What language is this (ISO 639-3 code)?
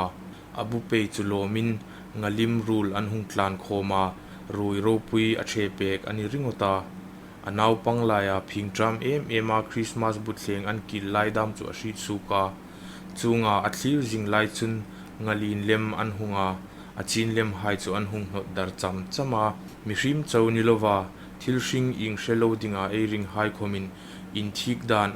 hmr